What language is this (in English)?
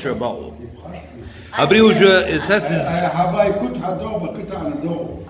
Abkhazian